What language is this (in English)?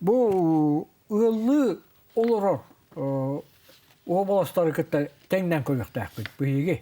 Yakut